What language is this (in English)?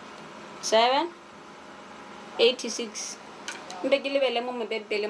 Tswana